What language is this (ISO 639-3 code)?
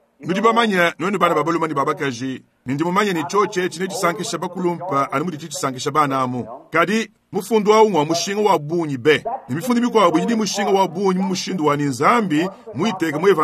lua